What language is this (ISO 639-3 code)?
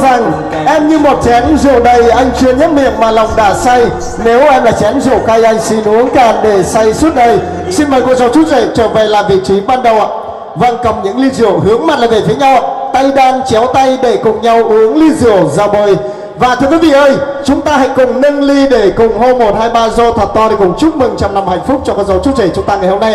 vie